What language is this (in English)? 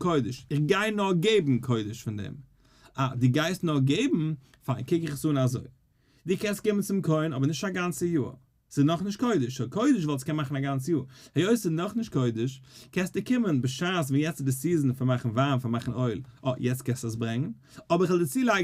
Yiddish